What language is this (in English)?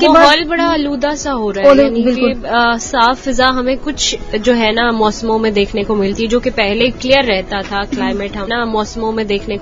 Urdu